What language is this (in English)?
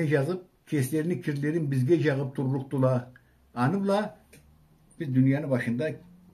Karachay-Balkar